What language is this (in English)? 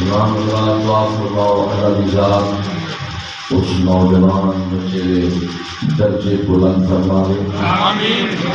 Saraiki